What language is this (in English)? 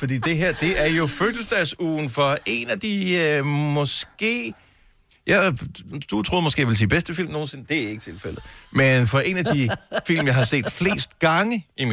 Danish